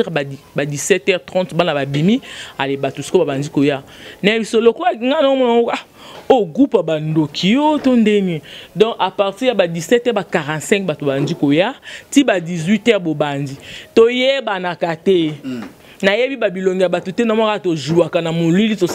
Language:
Lingala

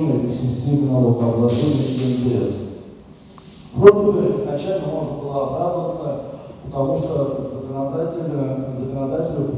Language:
Russian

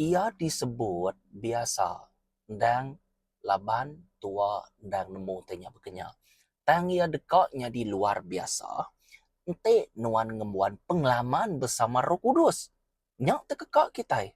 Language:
Iban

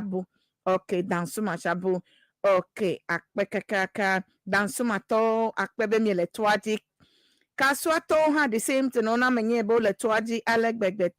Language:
Ewe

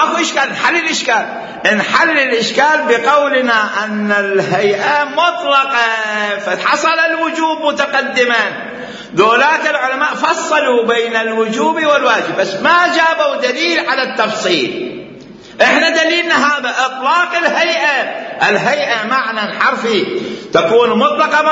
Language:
Mesopotamian Arabic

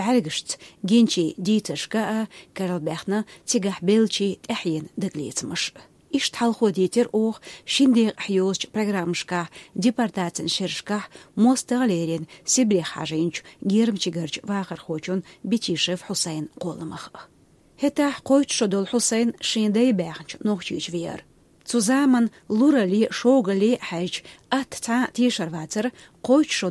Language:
Chechen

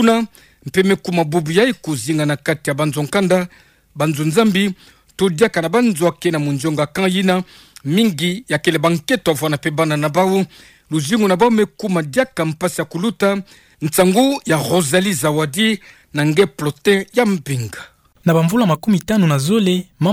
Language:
Kituba (Democratic Republic of Congo)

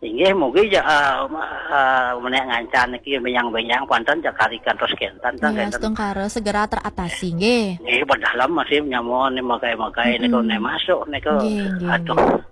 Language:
Balinese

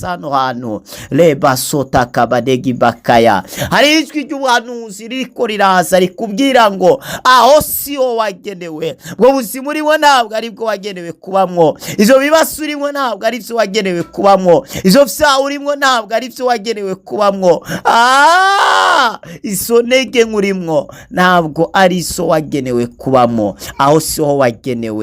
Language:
Rundi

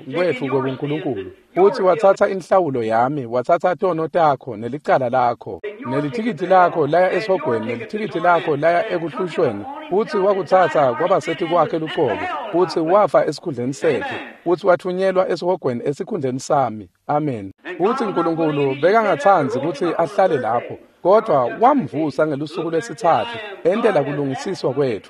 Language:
Swati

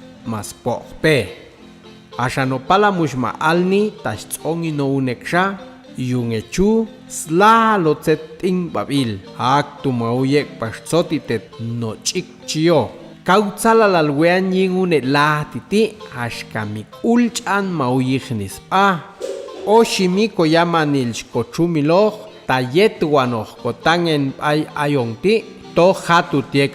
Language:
Popti'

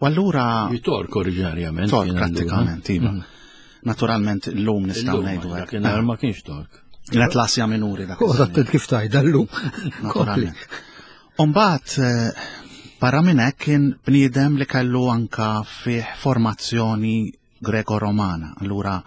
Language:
Maltese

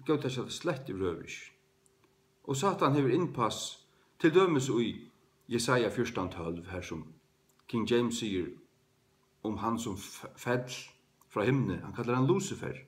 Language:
Faroese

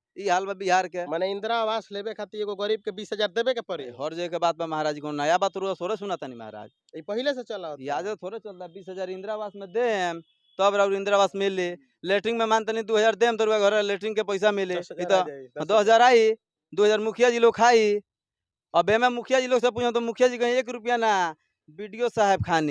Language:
Bhojpuri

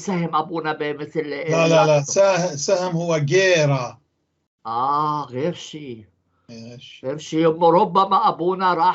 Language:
North Levantine Arabic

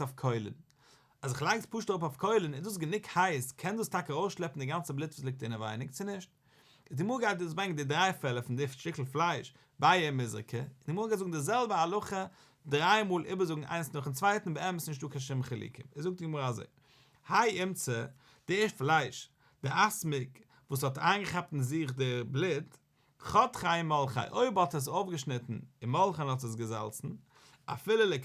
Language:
Yiddish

